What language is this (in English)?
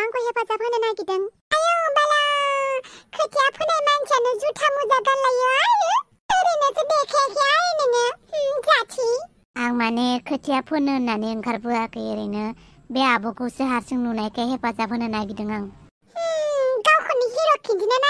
Bodo